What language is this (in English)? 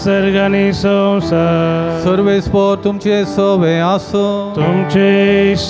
Konkani